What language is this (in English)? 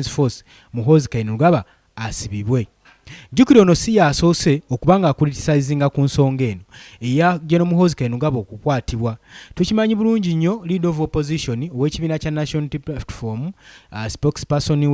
Ganda